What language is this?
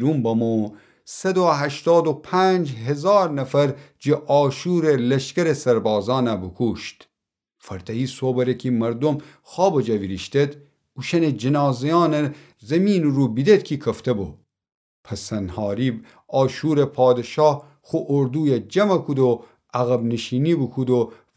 Gilaki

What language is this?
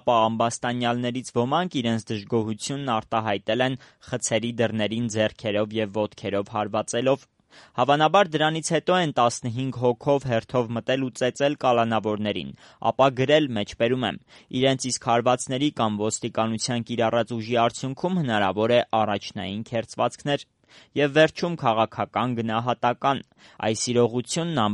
Armenian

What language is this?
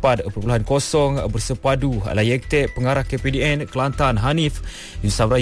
Malay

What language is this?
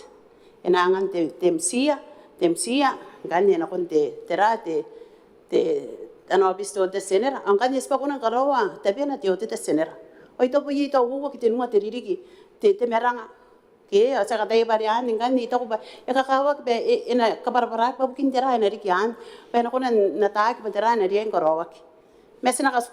Gilbertese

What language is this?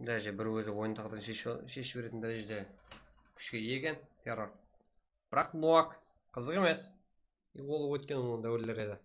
Kara-Kalpak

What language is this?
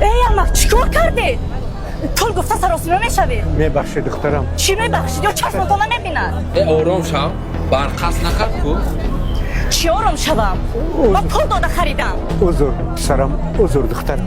Tajik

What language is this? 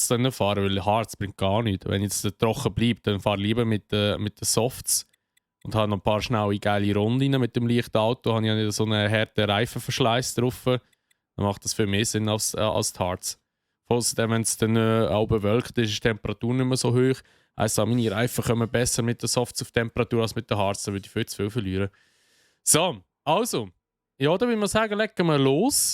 Swiss German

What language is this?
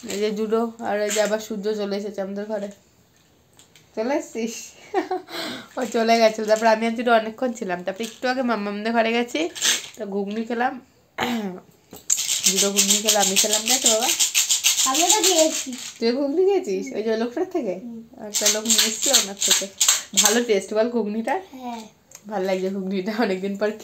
Bangla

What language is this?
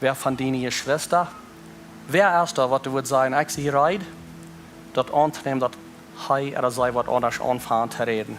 Plautdietsch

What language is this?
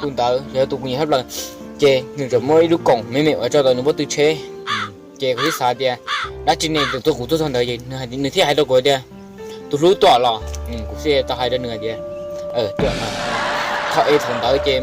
Hmong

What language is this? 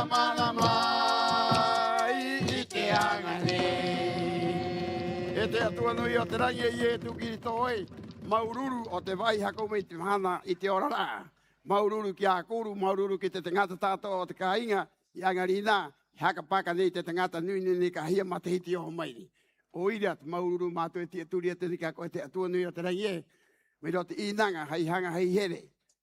Rapanui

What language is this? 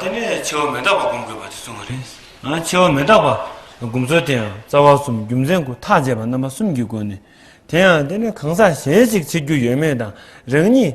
Tibetan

